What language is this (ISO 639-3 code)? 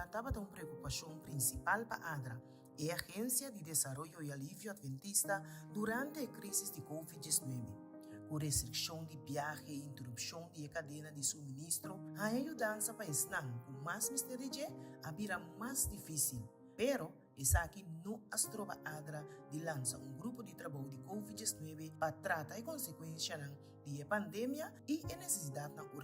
pap